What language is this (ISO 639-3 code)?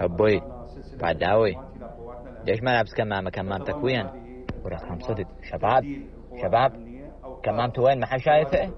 acm